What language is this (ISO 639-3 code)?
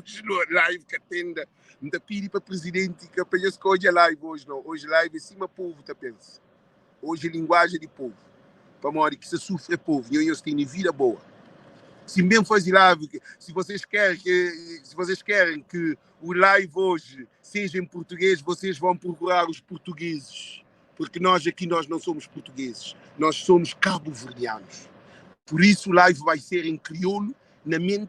kea